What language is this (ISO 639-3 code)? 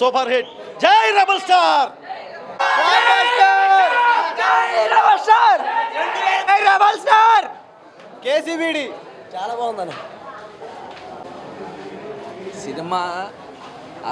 tel